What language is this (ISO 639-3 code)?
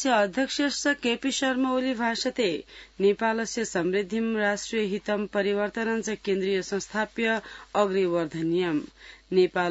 san